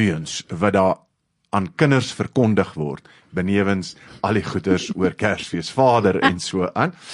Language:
Afrikaans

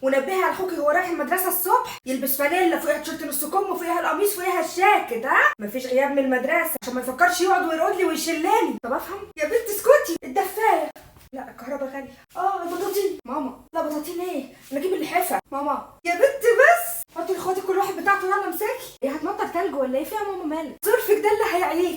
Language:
Egyptian Arabic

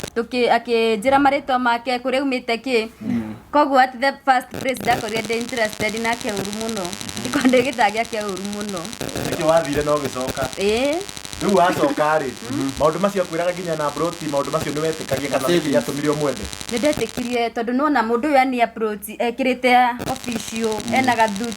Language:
Kikuyu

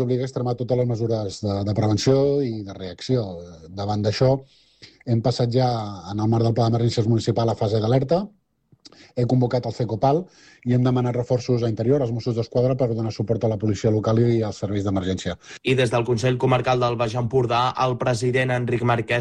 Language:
Catalan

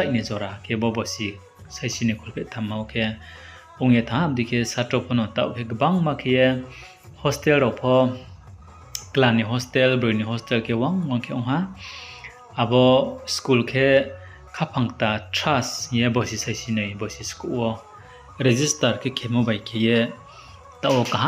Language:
Riang (India)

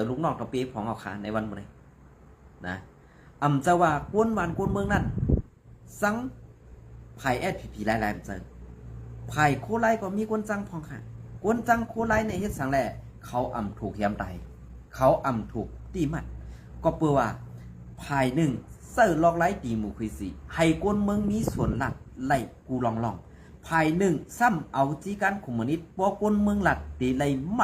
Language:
Shan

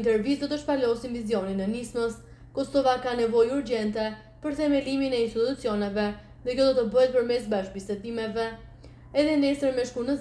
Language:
Albanian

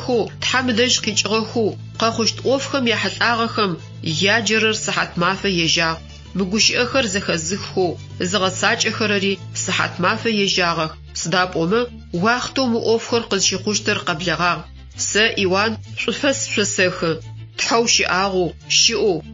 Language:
Adyghe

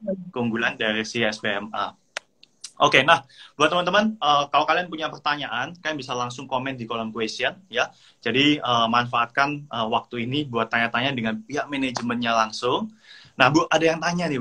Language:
Indonesian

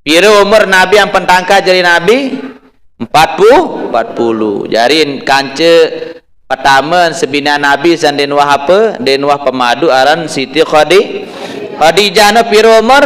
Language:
Sasak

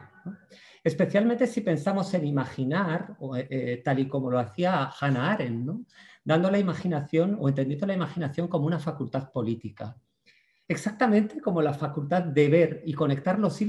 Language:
Spanish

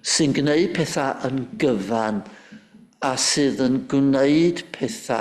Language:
Welsh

